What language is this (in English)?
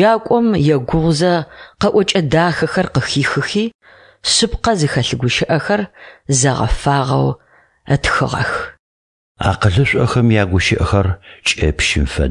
Adyghe